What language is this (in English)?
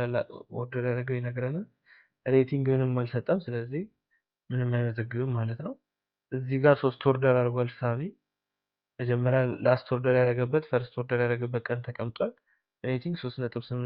Amharic